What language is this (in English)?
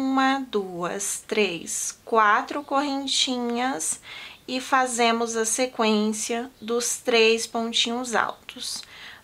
Portuguese